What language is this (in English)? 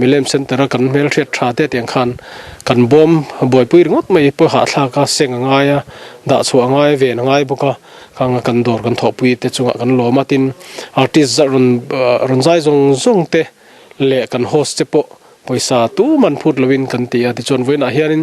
Mizo